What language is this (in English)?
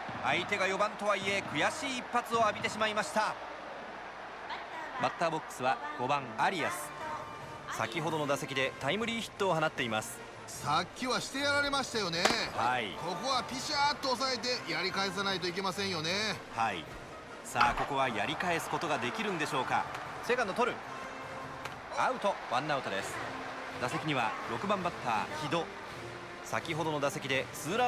Japanese